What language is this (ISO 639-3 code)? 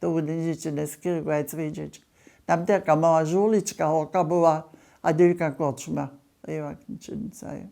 hsb